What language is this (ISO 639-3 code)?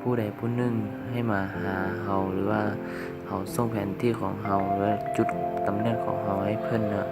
lao